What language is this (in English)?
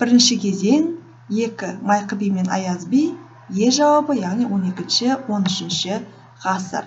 Kazakh